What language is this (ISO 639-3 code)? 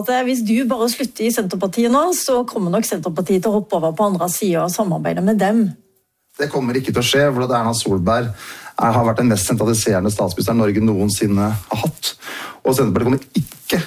nor